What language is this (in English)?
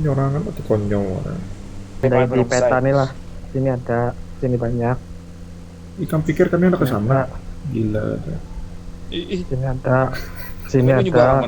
Banjar